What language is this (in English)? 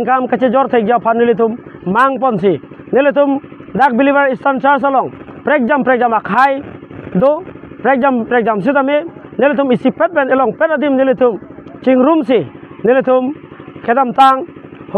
Karbi